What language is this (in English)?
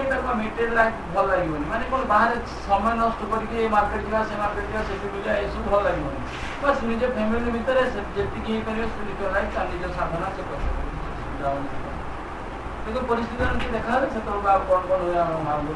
Odia